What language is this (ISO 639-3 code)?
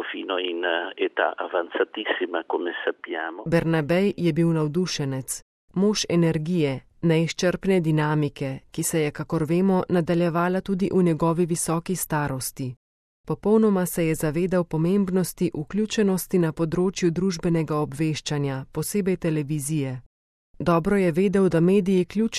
slv